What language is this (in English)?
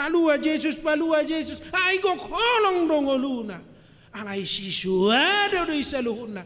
Batak Toba